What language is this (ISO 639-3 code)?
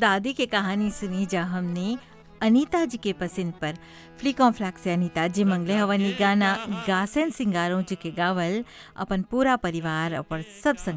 bho